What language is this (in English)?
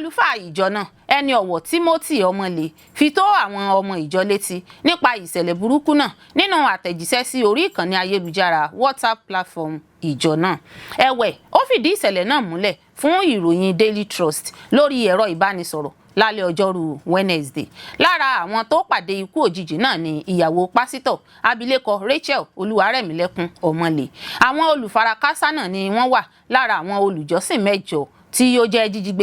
Yoruba